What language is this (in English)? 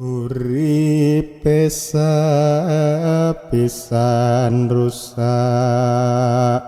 Javanese